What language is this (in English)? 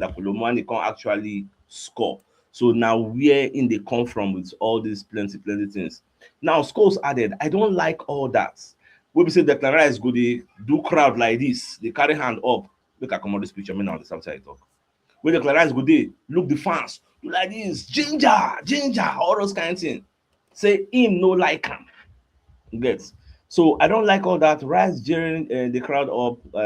Nigerian Pidgin